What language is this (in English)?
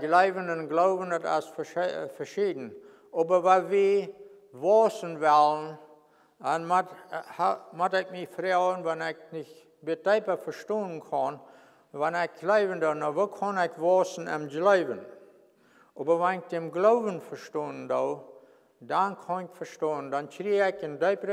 Plautdietsch